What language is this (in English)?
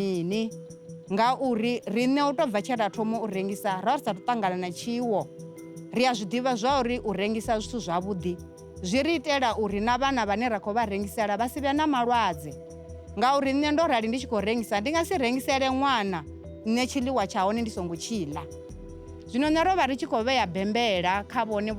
Venda